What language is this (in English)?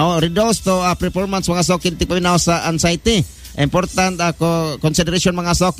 Cebuano